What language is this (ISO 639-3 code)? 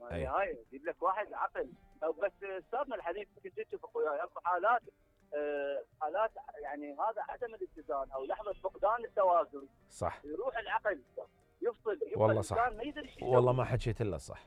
acm